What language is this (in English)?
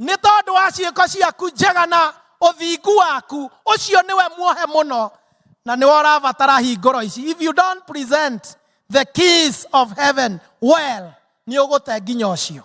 Kikuyu